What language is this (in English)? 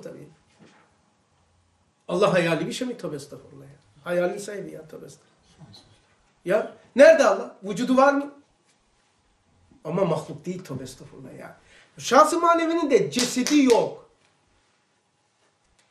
Turkish